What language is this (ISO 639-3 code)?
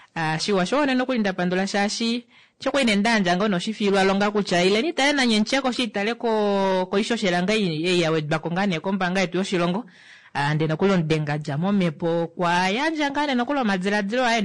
kua